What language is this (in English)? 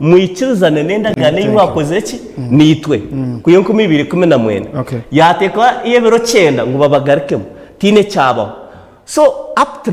Nyankole